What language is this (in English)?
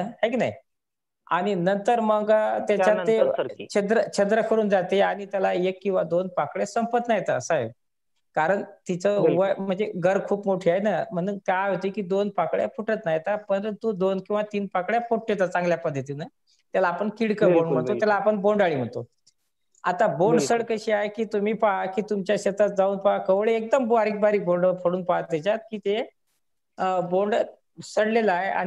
Marathi